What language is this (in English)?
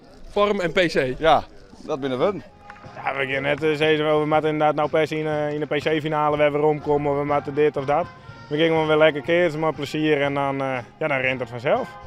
Western Frisian